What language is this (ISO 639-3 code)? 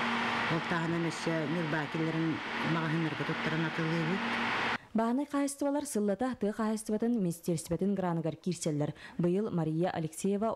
sah